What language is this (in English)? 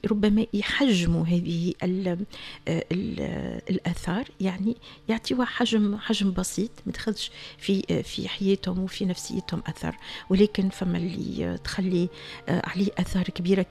Tunisian Arabic